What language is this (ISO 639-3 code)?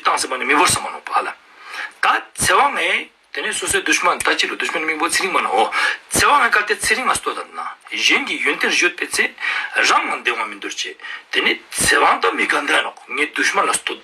lbj